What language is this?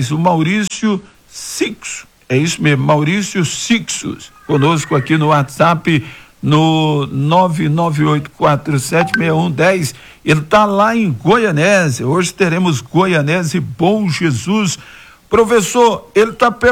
Portuguese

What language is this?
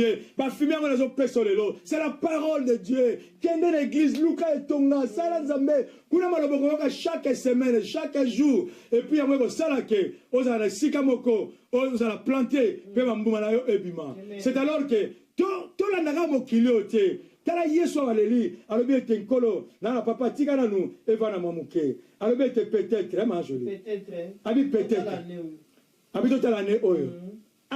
Lingala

